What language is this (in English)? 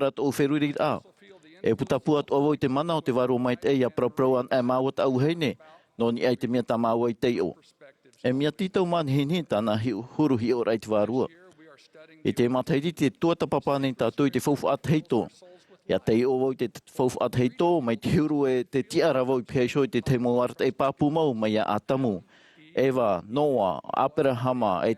Tahitian